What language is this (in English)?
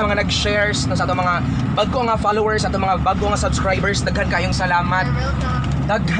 Cebuano